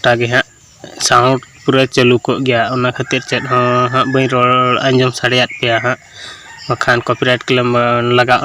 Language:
Santali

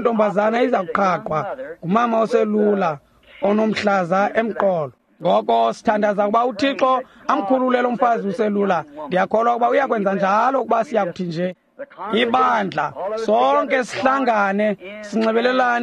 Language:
Xhosa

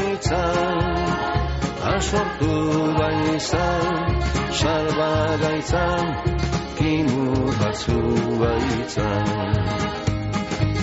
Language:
Basque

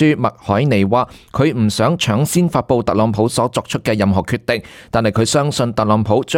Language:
Cantonese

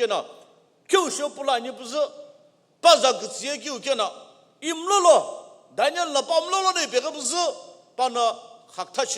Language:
Sumi Naga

